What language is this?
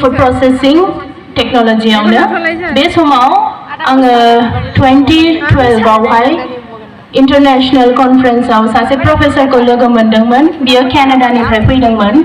Bodo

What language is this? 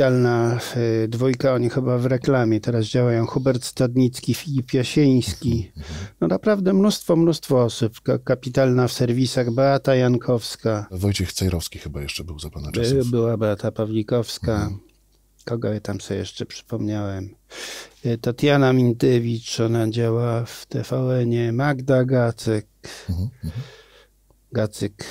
Polish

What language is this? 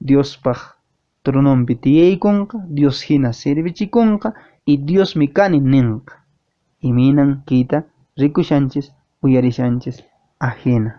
Quechua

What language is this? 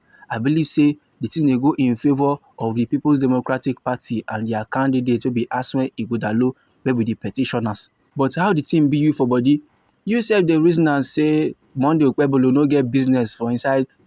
Nigerian Pidgin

